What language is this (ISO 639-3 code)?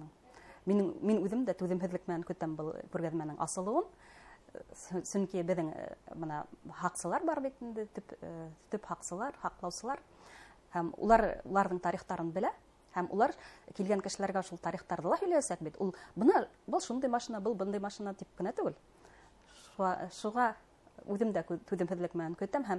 bak